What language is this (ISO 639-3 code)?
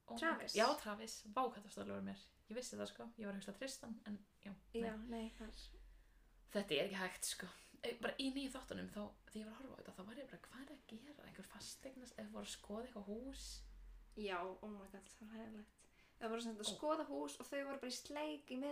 isl